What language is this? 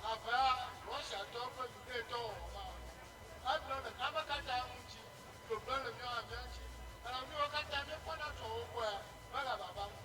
Ewe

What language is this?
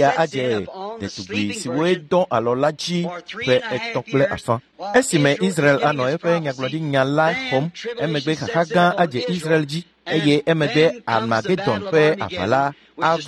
Ewe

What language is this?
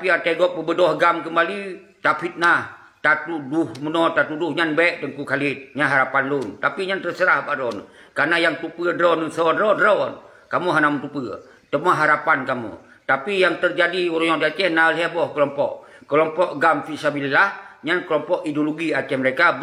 Achinese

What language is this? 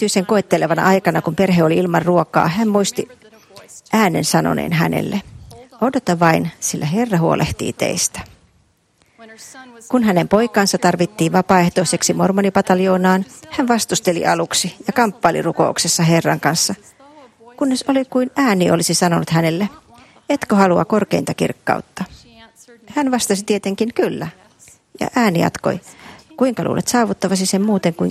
Finnish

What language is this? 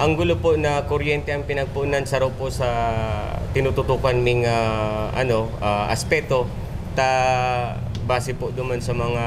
Bikol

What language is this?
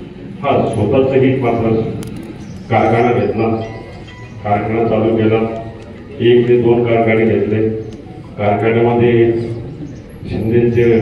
Marathi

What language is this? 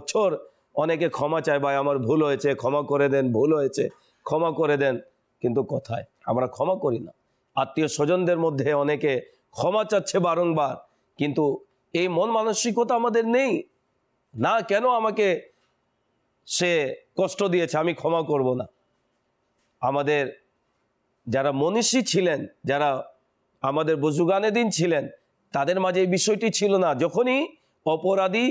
Bangla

